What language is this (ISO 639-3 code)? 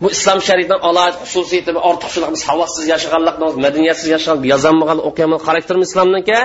uig